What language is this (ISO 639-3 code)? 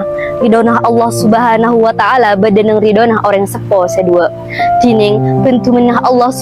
mad